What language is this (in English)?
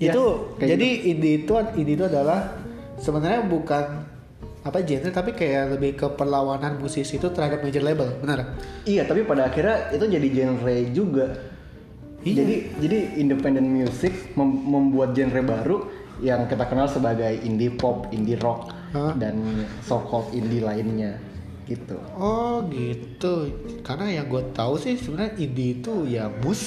Indonesian